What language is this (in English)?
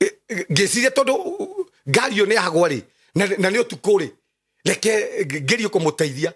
Kikuyu